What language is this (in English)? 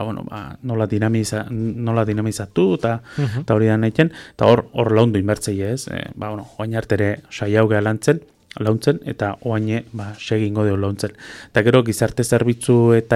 Basque